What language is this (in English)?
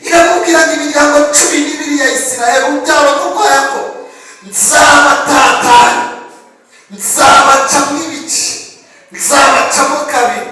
Kinyarwanda